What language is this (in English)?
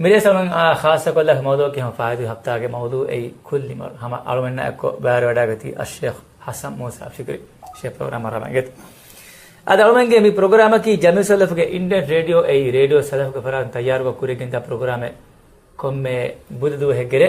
Divehi